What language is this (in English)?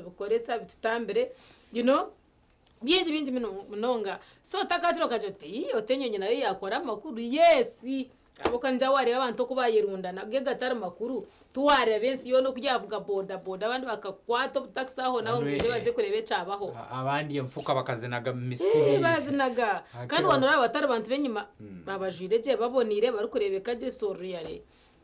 Nyankole